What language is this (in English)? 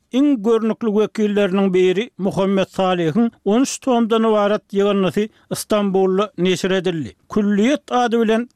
Turkmen